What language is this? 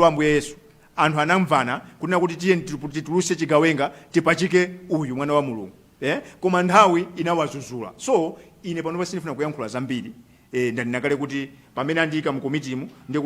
Nyanja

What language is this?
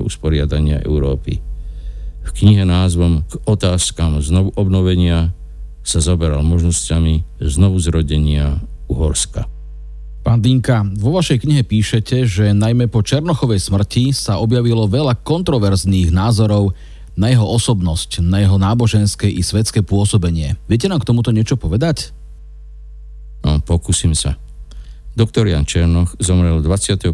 Slovak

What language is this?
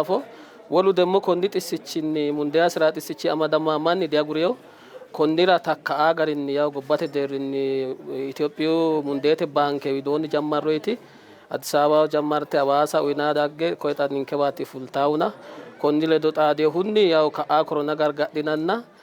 Sidamo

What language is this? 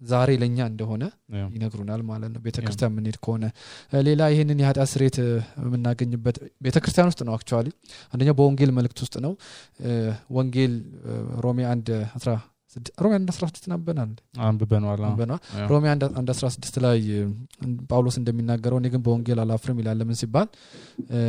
Amharic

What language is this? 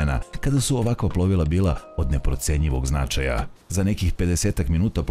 Serbian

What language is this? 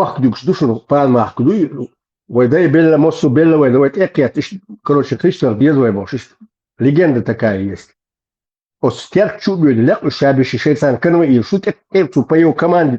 Chechen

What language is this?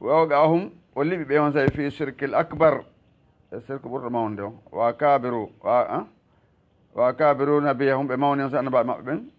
Fula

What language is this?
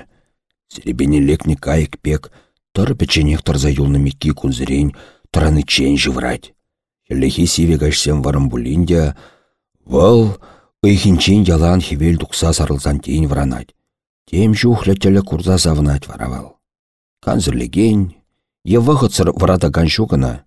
Chuvash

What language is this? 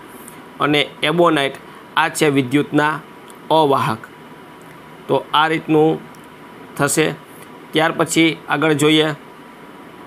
Gujarati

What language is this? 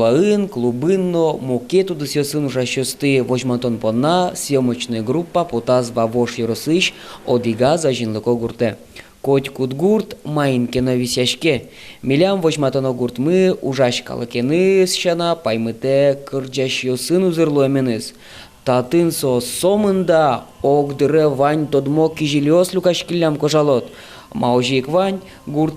Udmurt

